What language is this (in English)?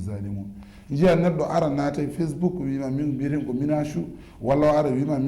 Fula